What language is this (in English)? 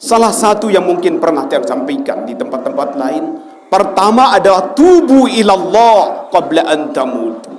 Sasak